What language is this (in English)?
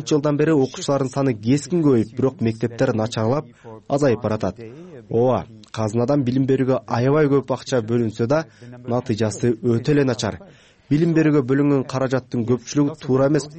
Kyrgyz